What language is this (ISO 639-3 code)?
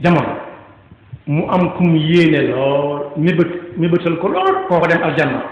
wol